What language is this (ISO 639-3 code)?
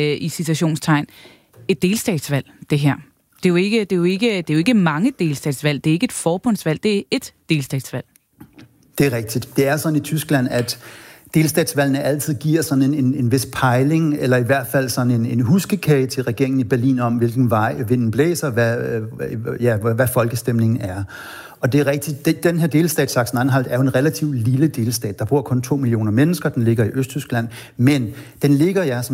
dan